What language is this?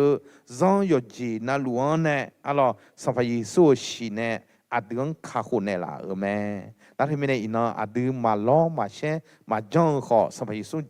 Akha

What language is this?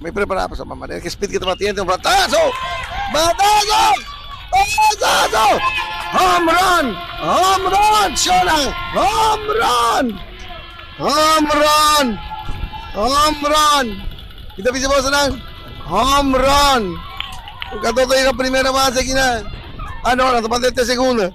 Papiamento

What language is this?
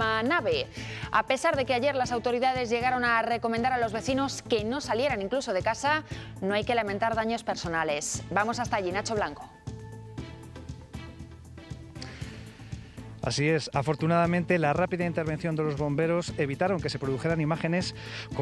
Spanish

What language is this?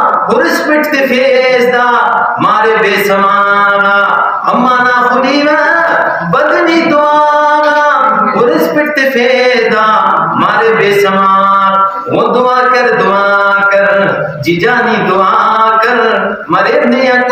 Brahui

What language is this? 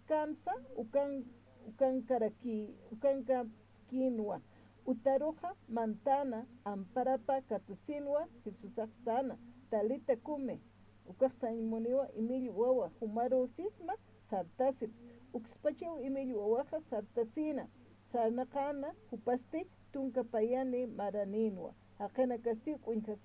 Aymara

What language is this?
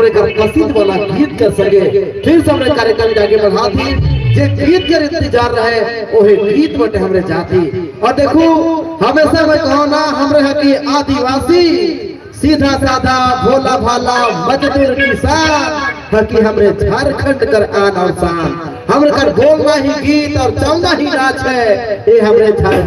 Sadri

